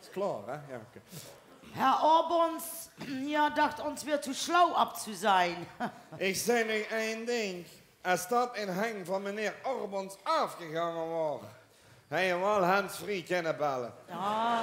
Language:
Limburgish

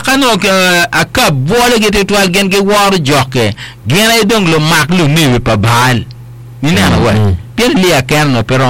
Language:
Acoli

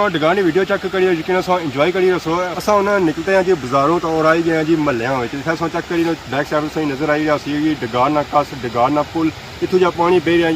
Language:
Pahari-Potwari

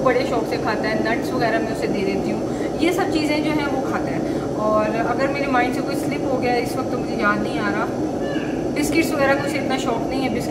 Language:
Hindi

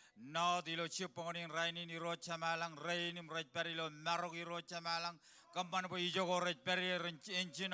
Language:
Marshallese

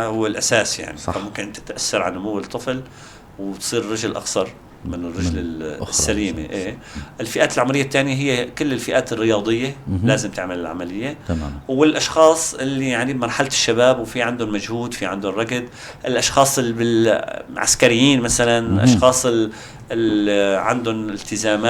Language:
North Levantine Arabic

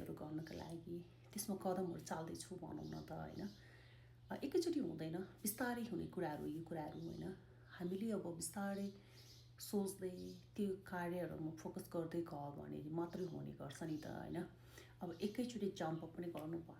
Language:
Nepali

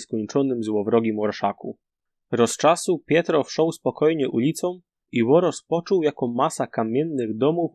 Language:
Silesian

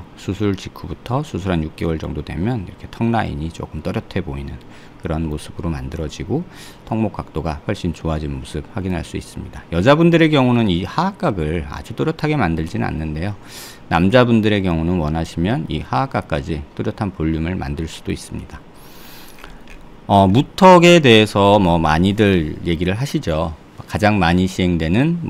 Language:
Korean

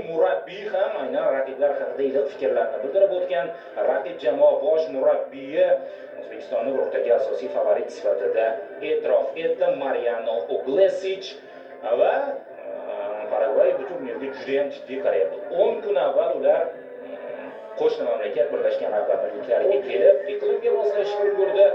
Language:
Uzbek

